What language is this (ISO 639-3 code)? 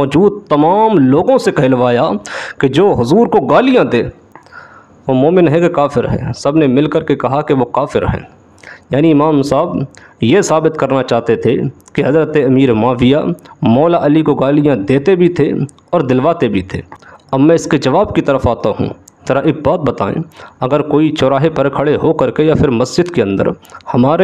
urd